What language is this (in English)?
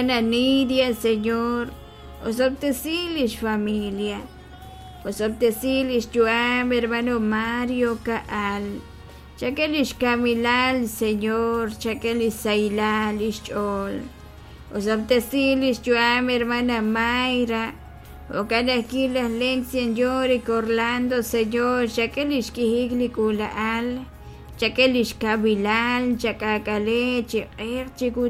Kekchí